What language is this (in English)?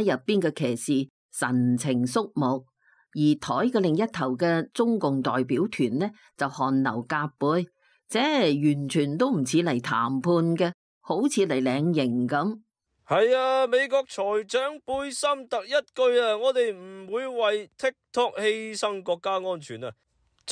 Cantonese